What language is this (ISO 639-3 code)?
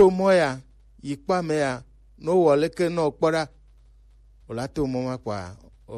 gej